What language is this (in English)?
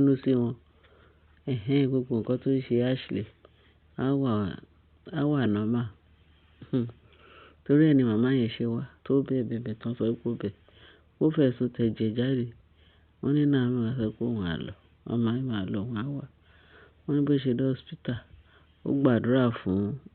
Yoruba